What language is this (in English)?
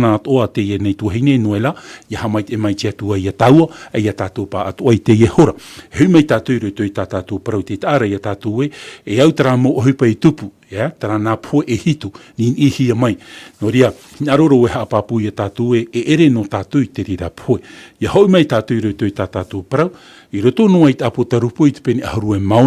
Tahitian